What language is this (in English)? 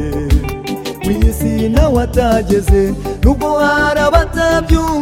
Kinyarwanda